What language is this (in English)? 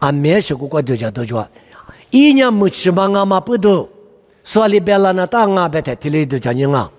Lisu